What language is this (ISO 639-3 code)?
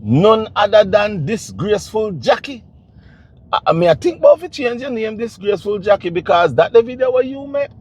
jam